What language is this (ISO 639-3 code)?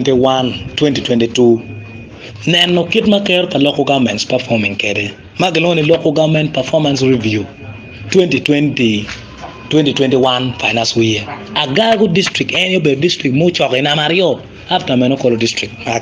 ach